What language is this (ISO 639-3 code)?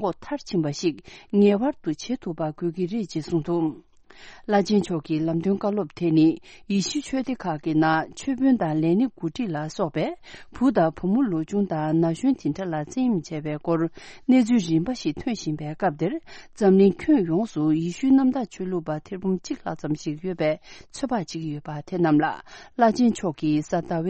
bod